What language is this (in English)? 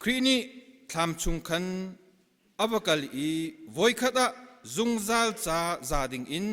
Hakha Chin